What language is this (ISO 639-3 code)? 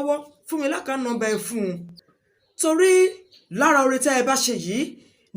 yor